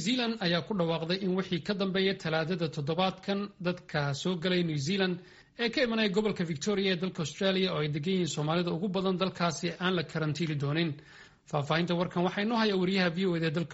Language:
Somali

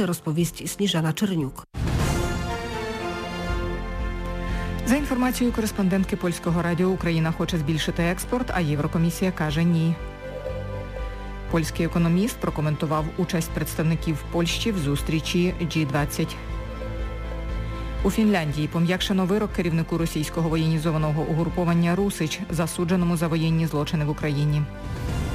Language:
Ukrainian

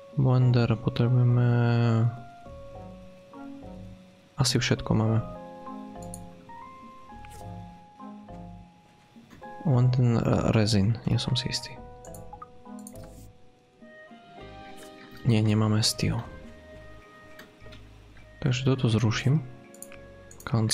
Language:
Slovak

